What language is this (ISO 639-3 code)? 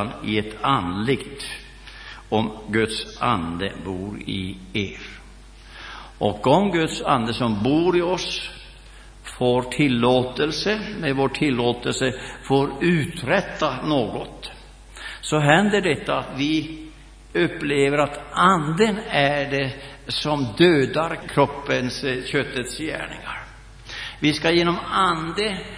swe